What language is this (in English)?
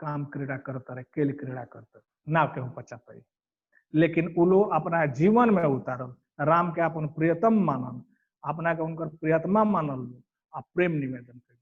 Bhojpuri